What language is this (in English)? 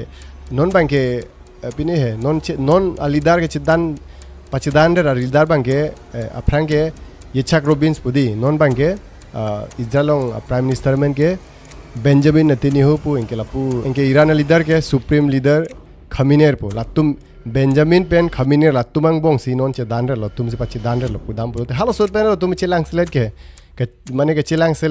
Karbi